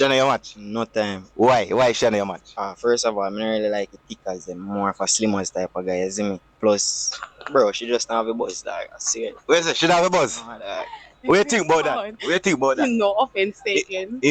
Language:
Jamaican Creole English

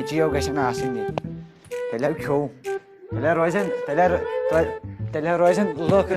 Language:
Kashmiri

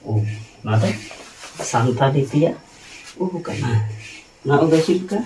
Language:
Santali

